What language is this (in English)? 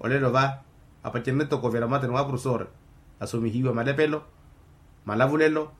Makhuwa